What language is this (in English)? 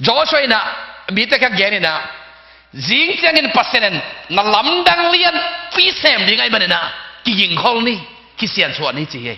Tedim Chin